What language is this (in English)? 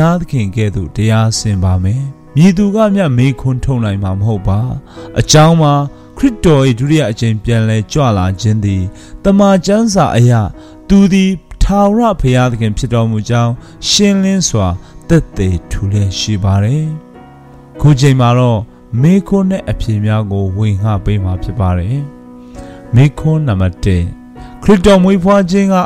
Burmese